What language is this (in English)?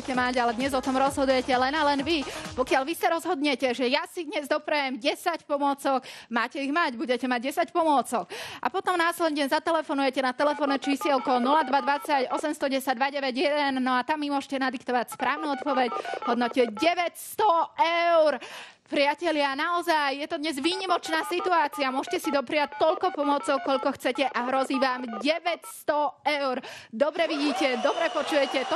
Slovak